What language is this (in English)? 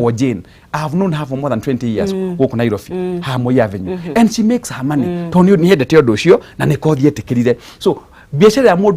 Kikuyu